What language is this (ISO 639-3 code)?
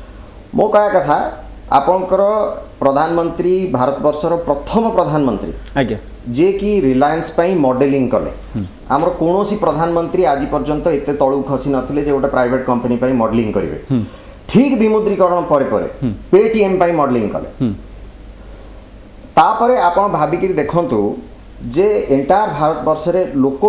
ori